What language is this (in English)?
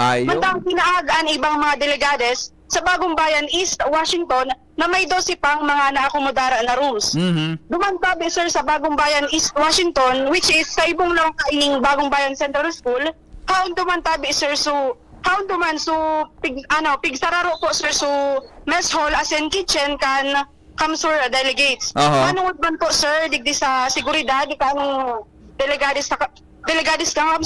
Bikol